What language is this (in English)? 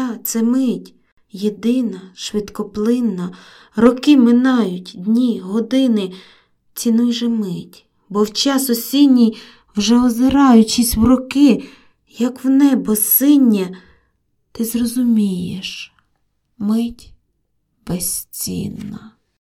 Ukrainian